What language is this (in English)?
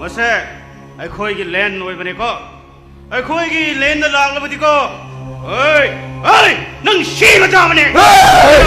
Manipuri